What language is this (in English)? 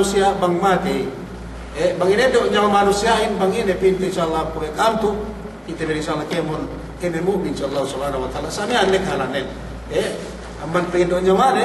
Yakan